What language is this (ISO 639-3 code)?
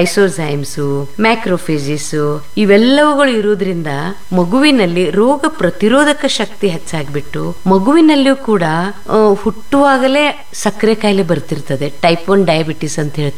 kan